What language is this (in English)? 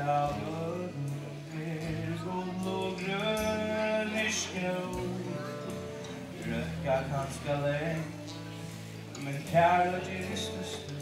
Faroese